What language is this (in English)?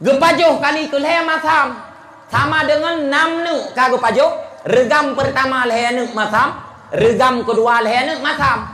Achinese